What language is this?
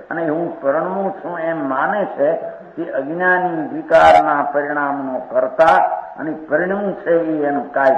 Gujarati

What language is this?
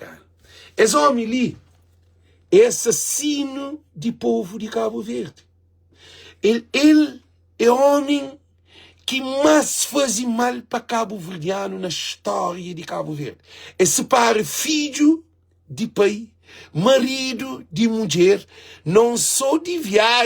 Kabuverdianu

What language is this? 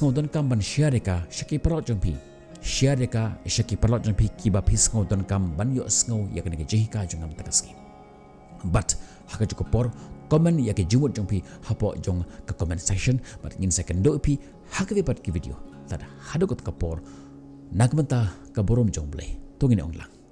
Khasi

